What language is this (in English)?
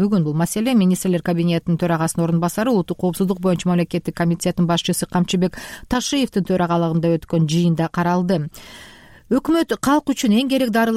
Kyrgyz